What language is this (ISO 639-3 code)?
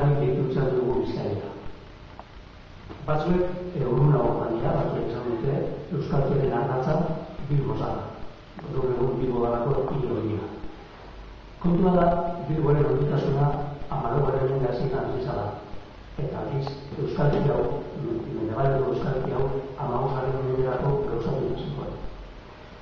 eus